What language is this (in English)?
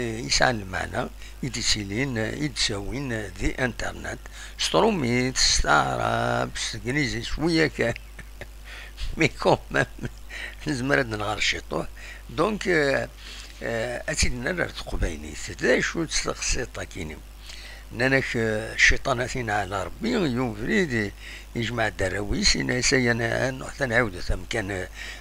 Kabyle